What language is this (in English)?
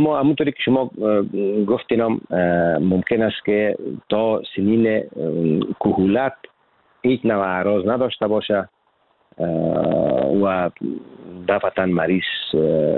Persian